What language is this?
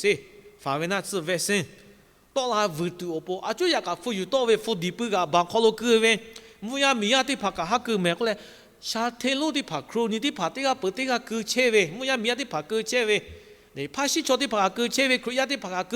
Lahu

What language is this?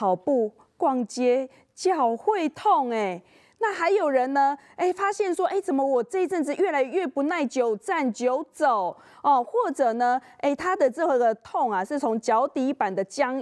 Chinese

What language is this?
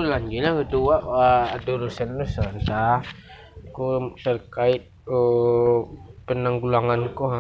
Minangkabau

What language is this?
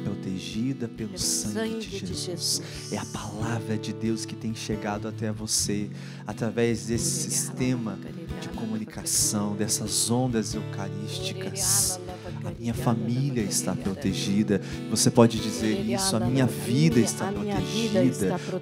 Portuguese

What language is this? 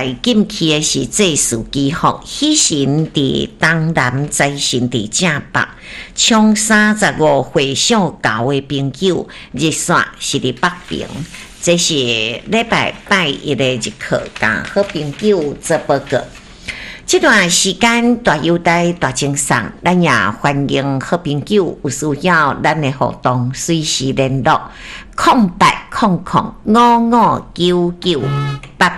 Min Nan Chinese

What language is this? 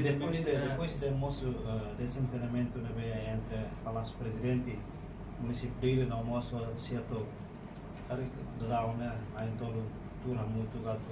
Tetum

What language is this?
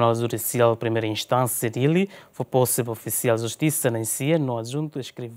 Tetum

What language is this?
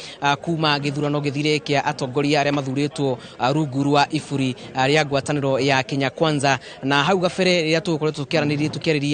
Kikuyu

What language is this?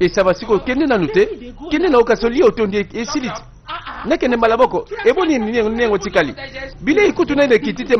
Lingala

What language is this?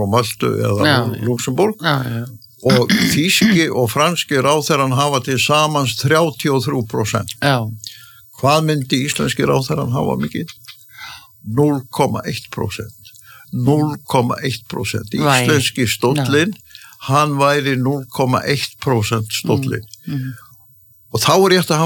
Icelandic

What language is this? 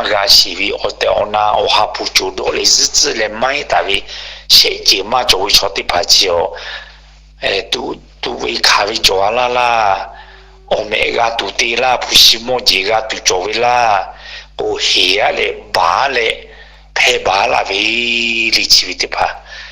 Lahu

